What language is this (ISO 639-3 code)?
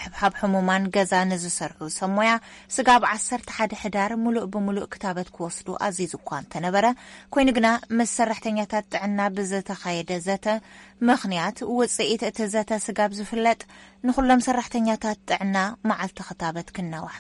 tir